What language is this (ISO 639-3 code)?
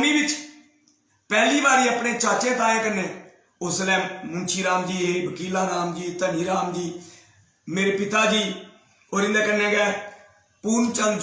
doi